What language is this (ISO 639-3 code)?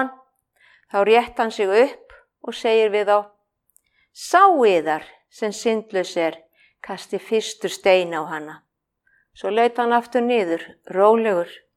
isl